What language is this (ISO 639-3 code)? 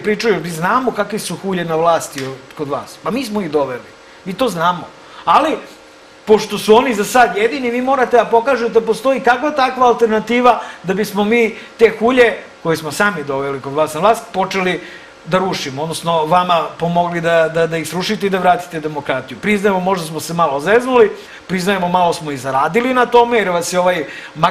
srp